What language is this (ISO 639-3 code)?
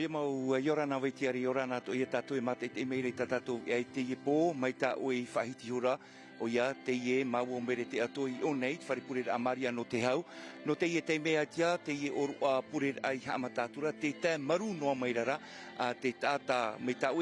tah